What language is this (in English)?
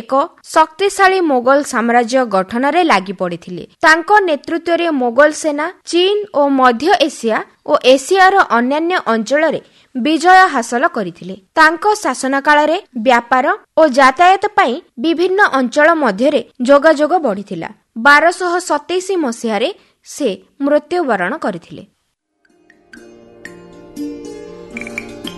Odia